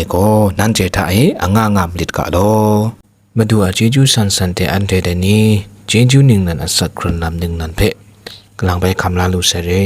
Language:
Kachin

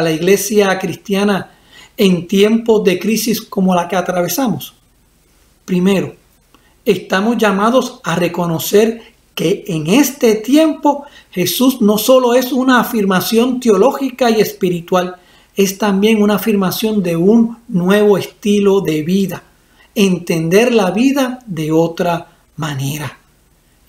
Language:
Spanish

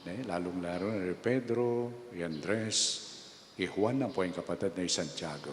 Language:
Pampanga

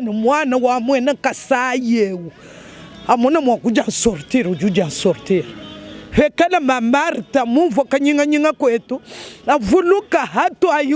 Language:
Luba-Lulua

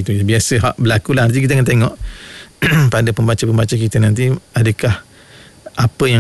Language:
Malay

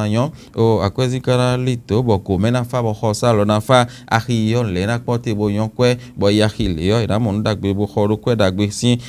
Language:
Fon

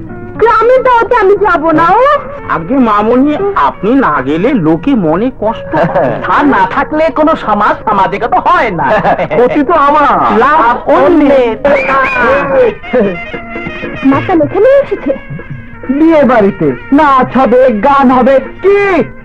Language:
Bangla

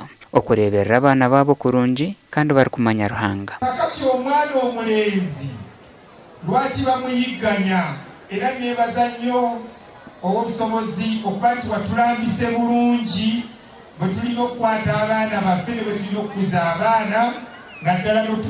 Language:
Nyankole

